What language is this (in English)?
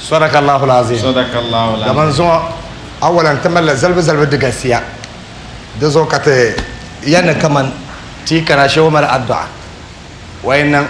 Dagbani